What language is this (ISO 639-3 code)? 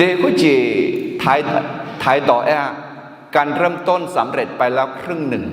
ahk